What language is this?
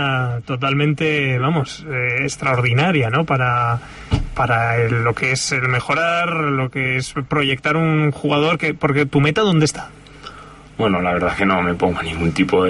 Spanish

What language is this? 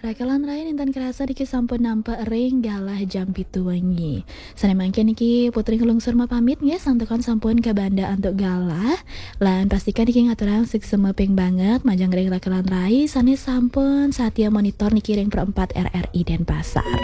Balinese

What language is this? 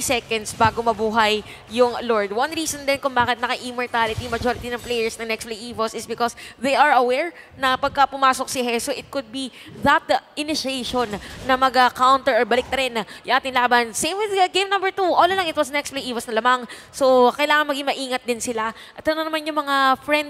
Filipino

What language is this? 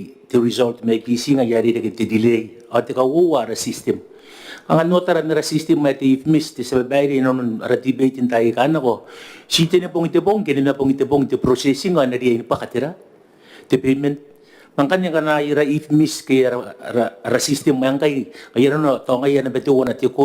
Gilbertese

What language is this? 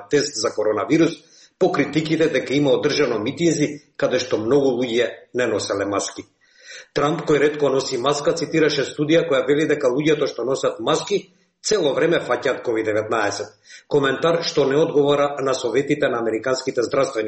Macedonian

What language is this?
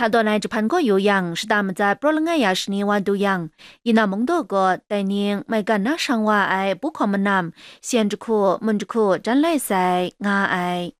Kachin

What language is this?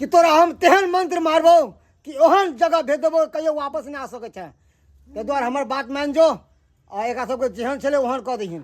Maithili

